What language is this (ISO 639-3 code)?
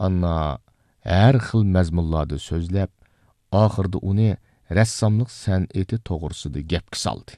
uig